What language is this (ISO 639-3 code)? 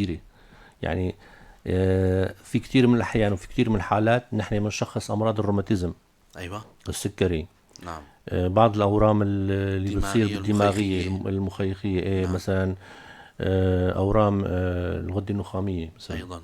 apc